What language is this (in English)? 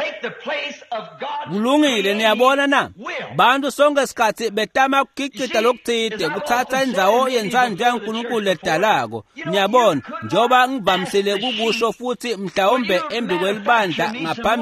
Swati